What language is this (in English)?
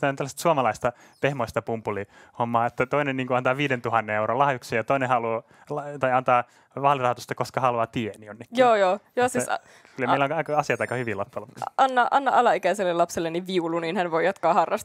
Finnish